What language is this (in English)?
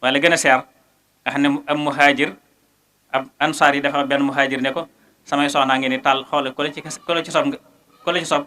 Wolof